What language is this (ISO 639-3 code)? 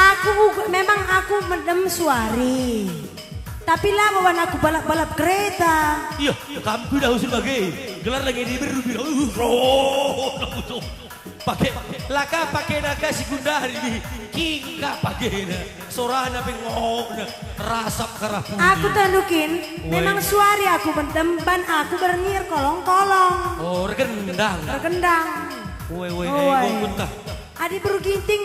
btx